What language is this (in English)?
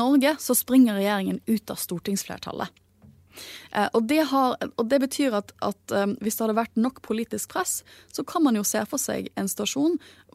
Norwegian